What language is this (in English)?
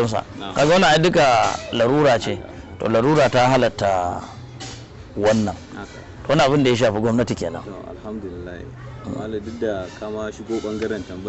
Hausa